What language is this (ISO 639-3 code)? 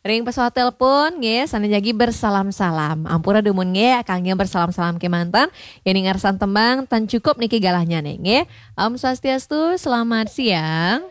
ban